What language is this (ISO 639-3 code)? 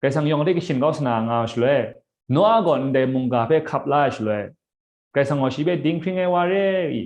kac